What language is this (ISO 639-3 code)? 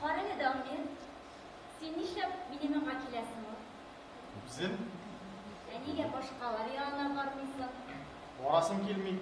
tat